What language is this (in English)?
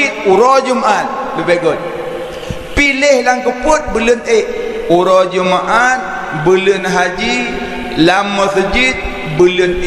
Achinese